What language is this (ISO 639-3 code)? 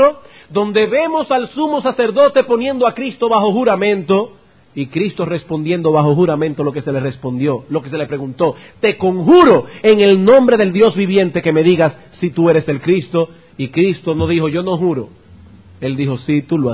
spa